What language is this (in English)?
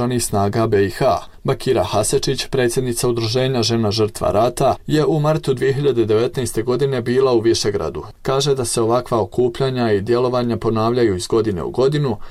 Bosnian